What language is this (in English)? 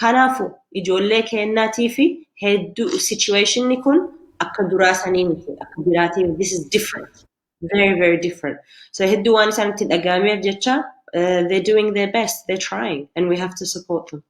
Oromo